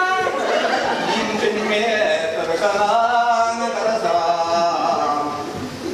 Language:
Chuvash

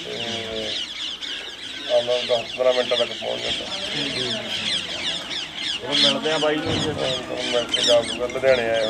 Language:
Punjabi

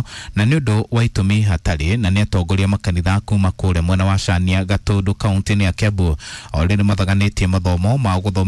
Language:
Kikuyu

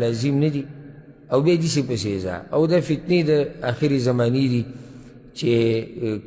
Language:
Pashto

